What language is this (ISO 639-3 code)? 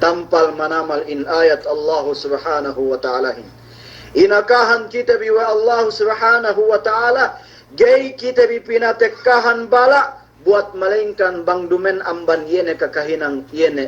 yka